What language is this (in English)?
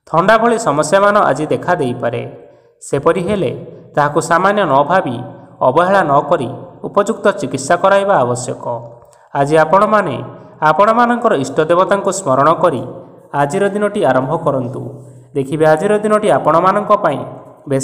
Odia